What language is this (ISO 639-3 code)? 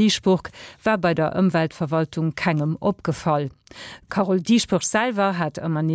ltz